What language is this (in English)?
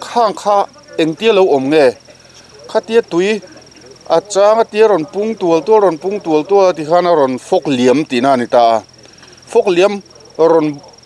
Mizo